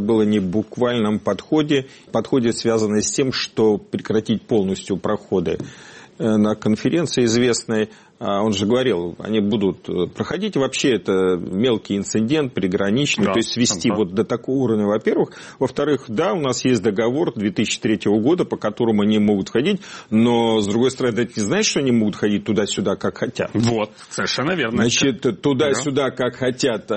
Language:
Russian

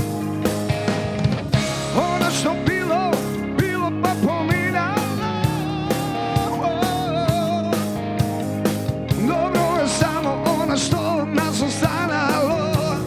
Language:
Croatian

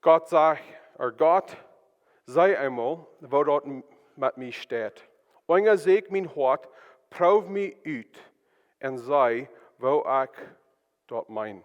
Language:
Plautdietsch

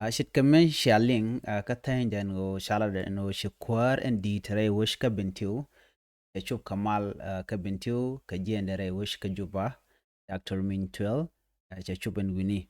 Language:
Nuer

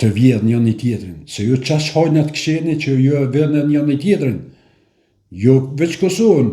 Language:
Albanian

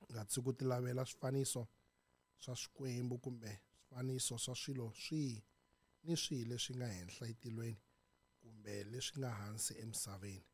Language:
Tsonga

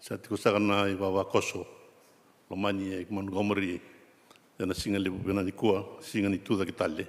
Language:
Fijian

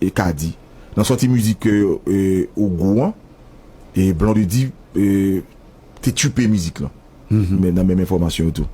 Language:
Haitian Creole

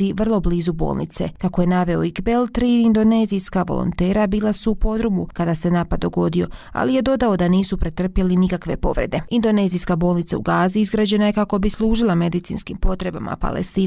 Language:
Bosnian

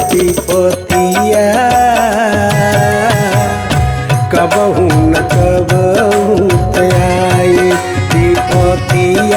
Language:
Bhojpuri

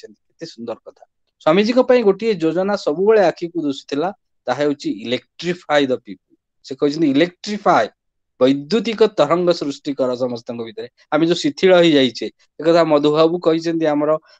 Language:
Odia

